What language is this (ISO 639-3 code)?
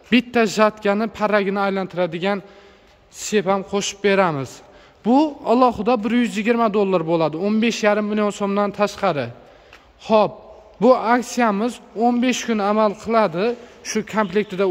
uzb